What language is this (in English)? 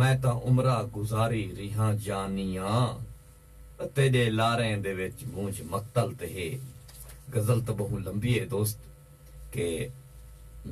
Saraiki